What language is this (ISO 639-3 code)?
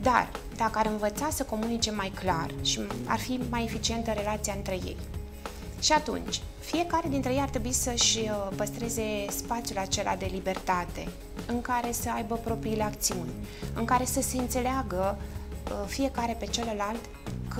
ron